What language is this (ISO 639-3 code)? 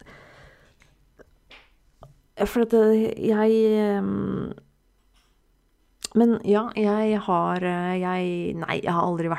nor